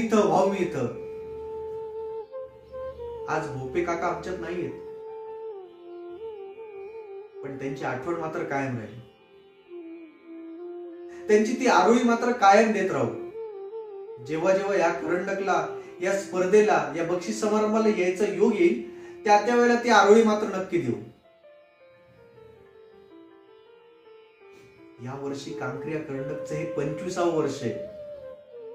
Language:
Marathi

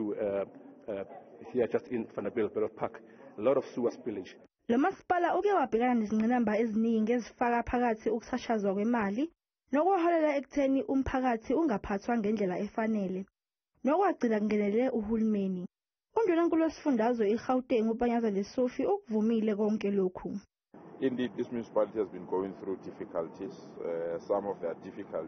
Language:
Zulu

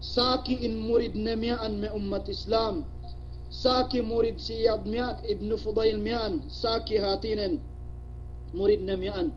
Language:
Yakan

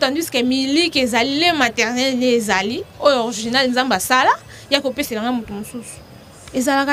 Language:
Lingala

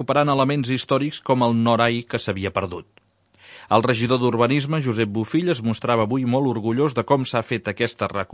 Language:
Catalan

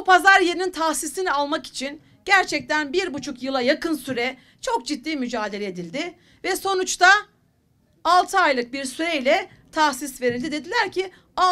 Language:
Turkish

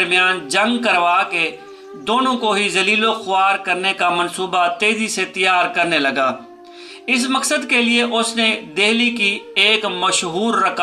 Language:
Urdu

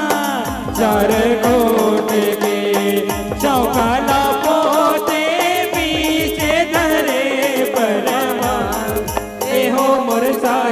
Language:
Chhattisgarhi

